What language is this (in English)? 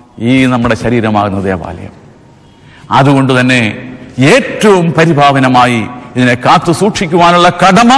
Malayalam